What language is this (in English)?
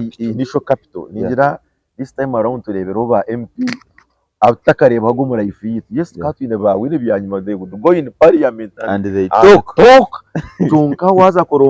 Nyankole